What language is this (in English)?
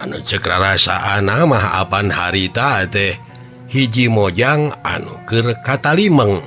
Sundanese